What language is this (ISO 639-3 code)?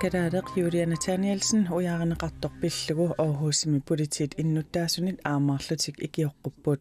kal